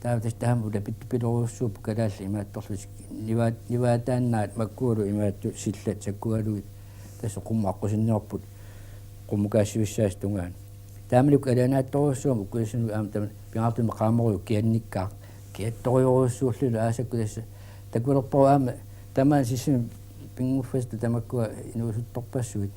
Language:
Kalaallisut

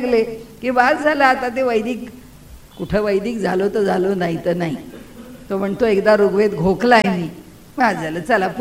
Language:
Marathi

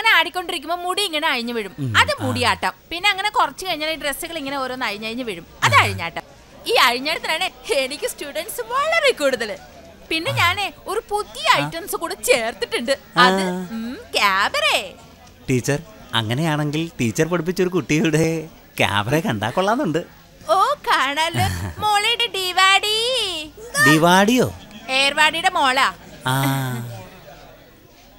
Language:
Malayalam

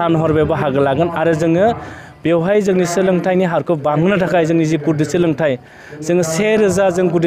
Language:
Bodo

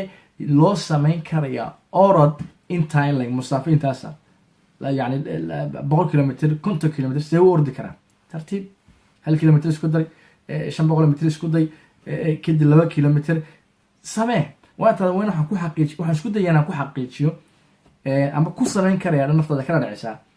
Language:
Somali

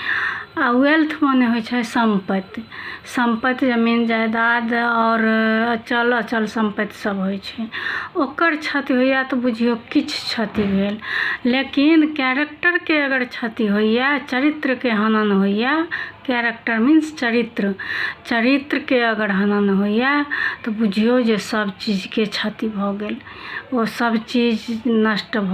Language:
Maithili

